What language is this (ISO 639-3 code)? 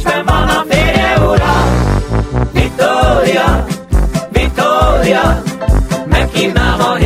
hun